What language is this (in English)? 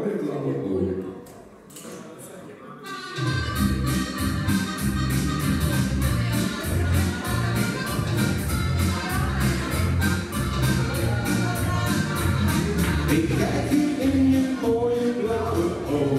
Dutch